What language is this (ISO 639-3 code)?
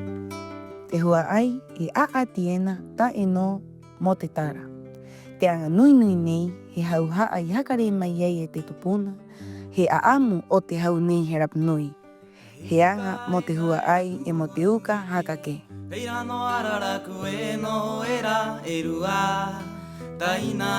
rap